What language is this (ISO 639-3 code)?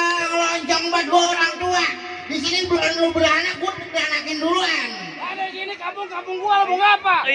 bew